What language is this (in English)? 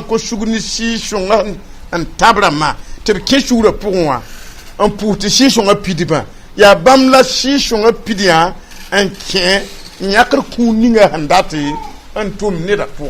Mossi